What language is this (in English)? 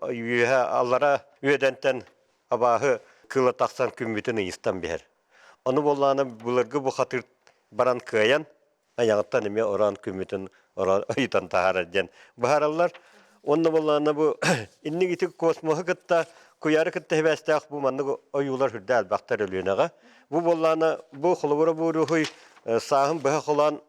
Yakut